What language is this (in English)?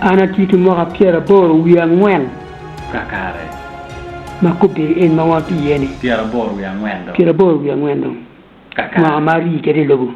Acoli